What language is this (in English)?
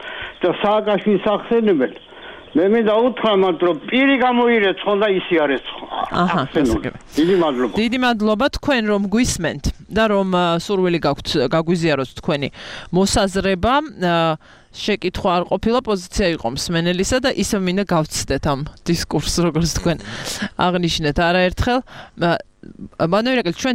Georgian